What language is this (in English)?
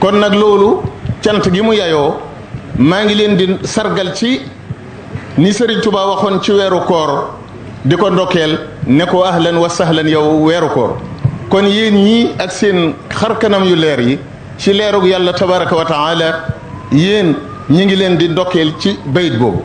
Wolof